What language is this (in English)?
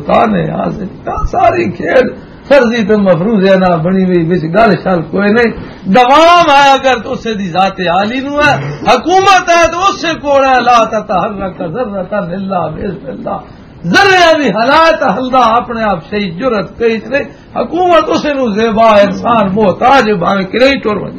Western Panjabi